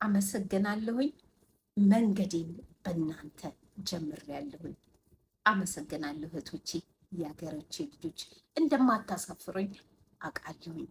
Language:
Amharic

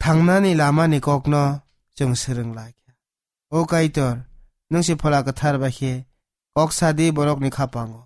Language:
Kok Borok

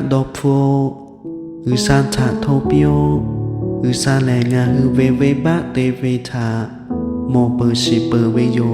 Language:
Lahu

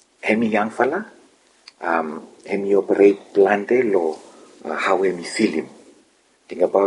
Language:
Bislama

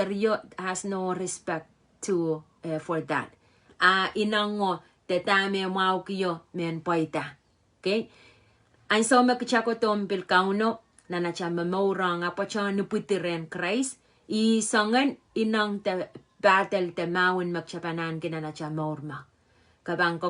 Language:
Pohnpeian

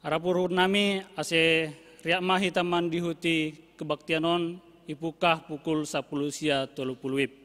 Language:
Batak Simalungun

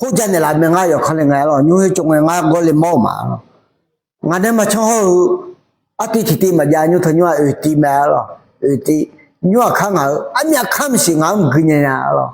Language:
Akha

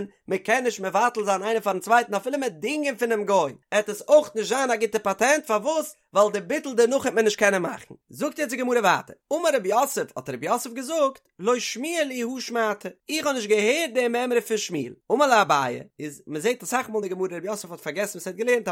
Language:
Yiddish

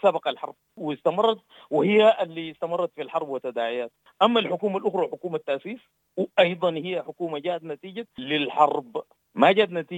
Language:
Sudanese Arabic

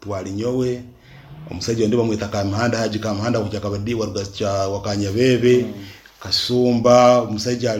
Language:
Nyankole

